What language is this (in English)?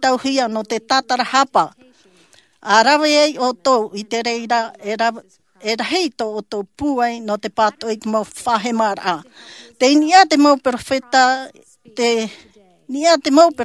Tahitian